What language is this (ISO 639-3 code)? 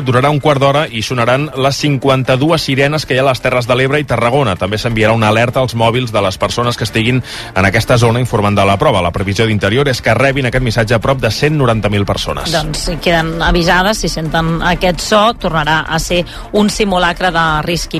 cat